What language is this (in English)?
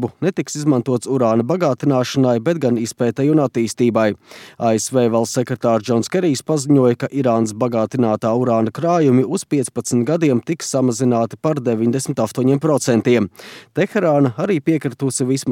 Latvian